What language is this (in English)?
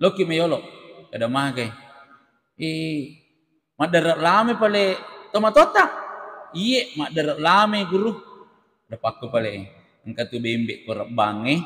Buginese